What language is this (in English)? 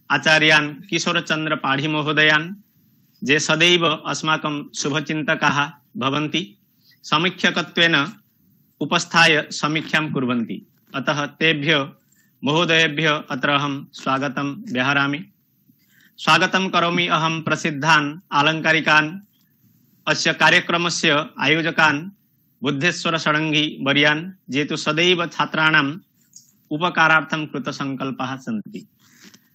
Sanskrit